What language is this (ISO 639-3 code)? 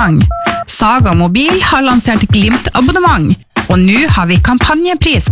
nor